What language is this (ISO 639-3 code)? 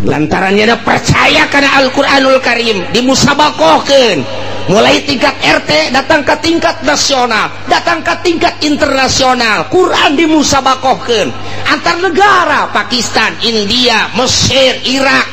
sun